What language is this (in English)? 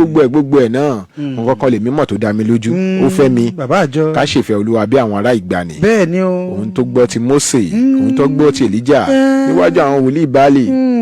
Yoruba